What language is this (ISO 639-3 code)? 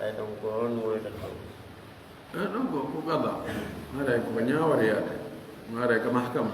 ful